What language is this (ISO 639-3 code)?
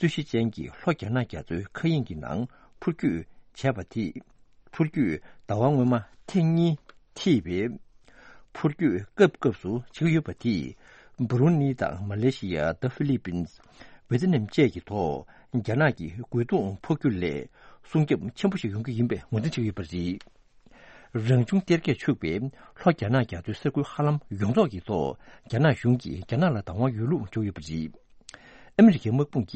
bod